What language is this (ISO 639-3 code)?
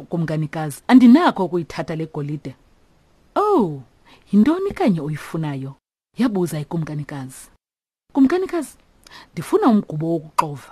xho